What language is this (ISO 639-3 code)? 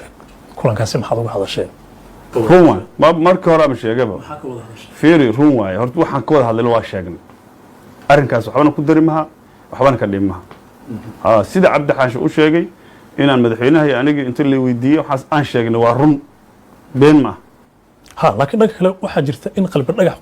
som